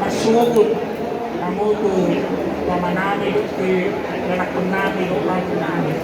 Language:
Batak Toba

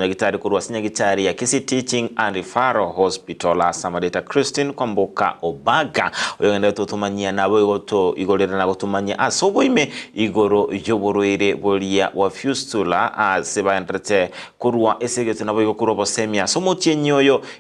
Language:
Gusii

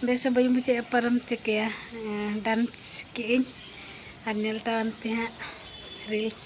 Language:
Santali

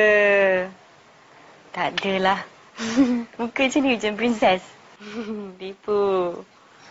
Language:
Malay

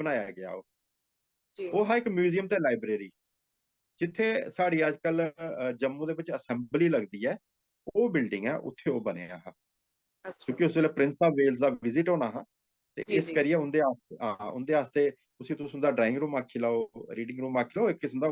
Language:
Dogri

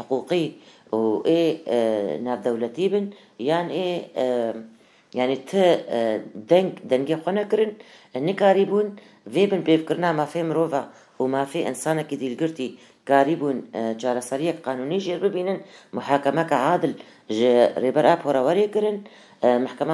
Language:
Kurdish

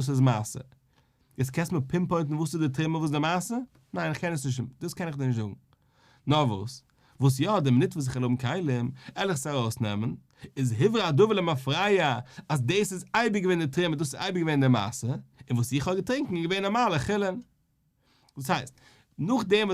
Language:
Yiddish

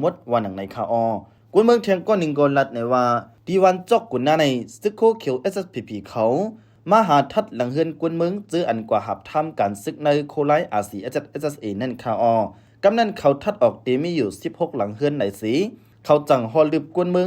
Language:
Shan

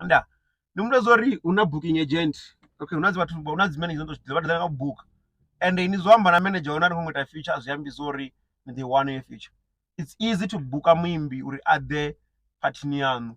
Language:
Venda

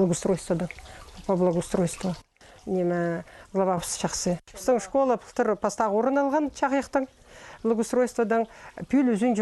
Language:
Khakas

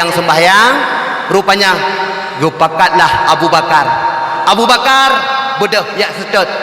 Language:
Achinese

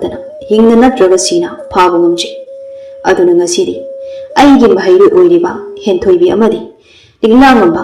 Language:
Manipuri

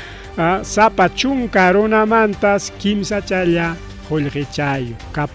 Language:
Ayacucho Quechua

